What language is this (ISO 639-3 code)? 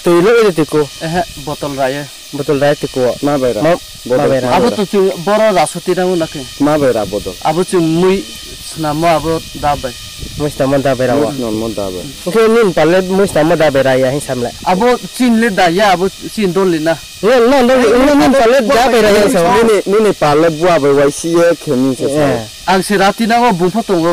ria